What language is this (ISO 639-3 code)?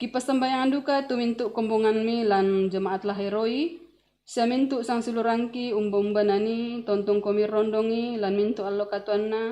sda